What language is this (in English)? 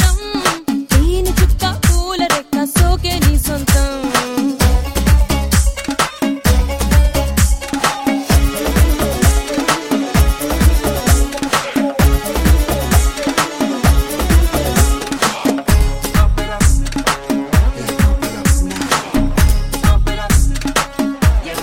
Telugu